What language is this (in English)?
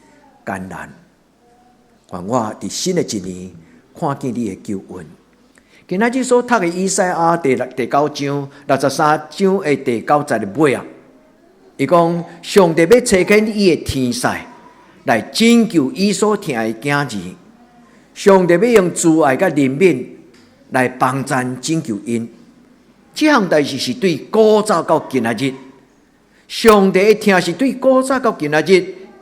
Min Nan Chinese